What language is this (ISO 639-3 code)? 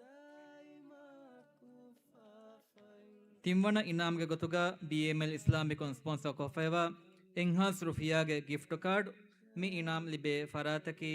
div